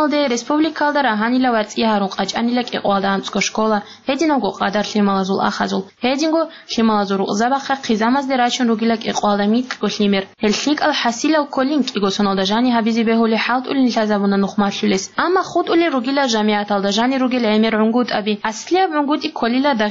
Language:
Avaric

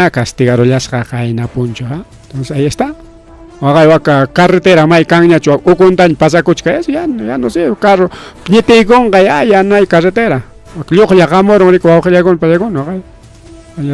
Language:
Ayacucho Quechua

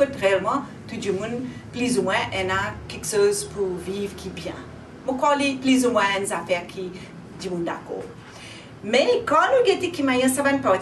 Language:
Morisyen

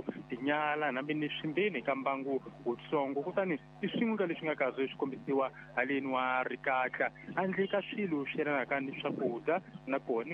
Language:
Tsonga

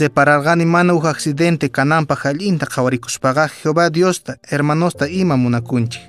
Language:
Quechua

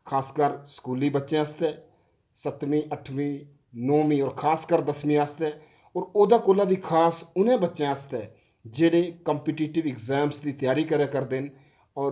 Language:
Dogri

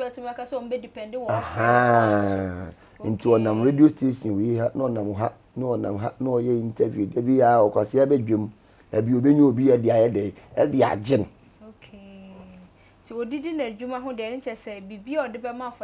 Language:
Akan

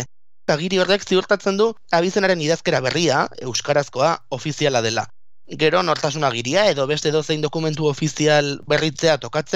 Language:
Basque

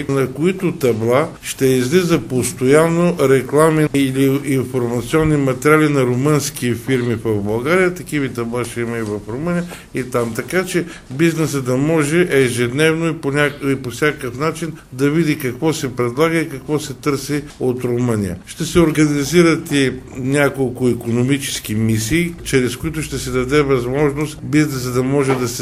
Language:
Bulgarian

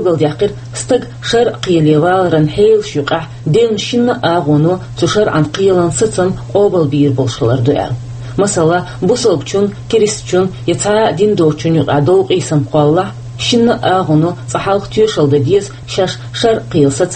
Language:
Chechen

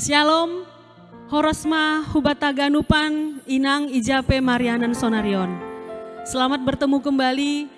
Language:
Batak Simalungun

